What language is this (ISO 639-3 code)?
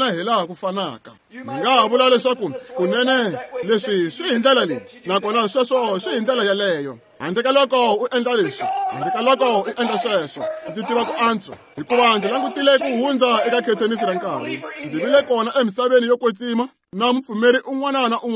tso